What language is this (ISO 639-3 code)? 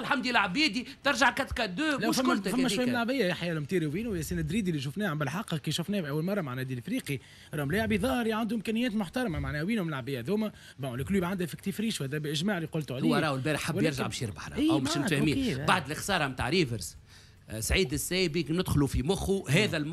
aeb